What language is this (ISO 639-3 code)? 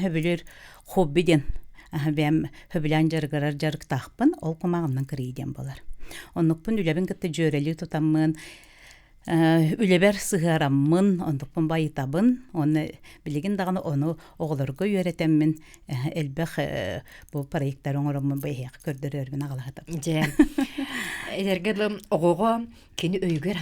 sah